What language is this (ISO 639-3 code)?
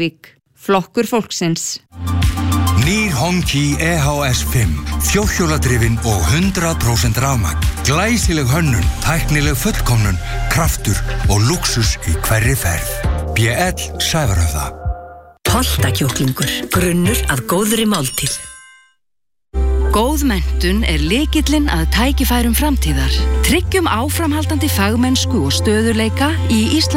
isl